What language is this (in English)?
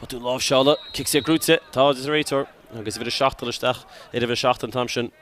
Irish